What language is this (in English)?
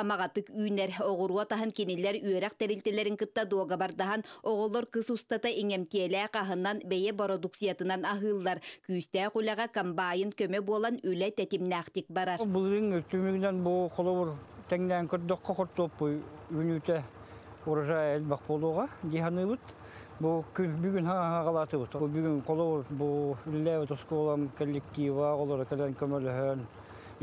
Yakut